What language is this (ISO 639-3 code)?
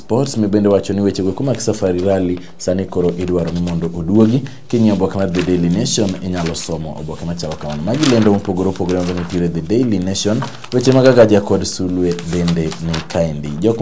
luo